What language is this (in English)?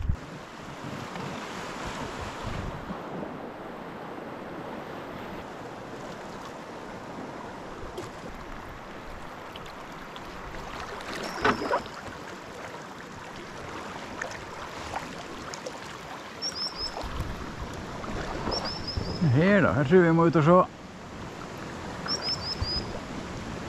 Norwegian